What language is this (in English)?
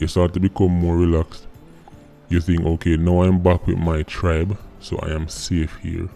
Jamaican Creole English